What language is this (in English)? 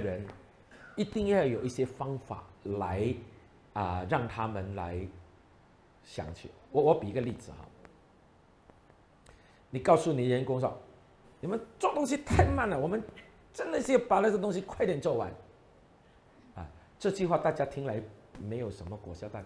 Chinese